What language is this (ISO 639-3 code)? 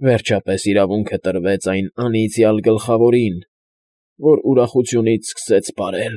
hye